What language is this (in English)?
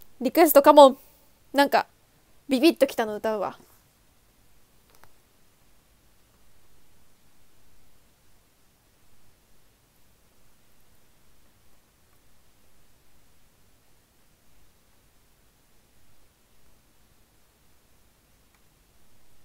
Japanese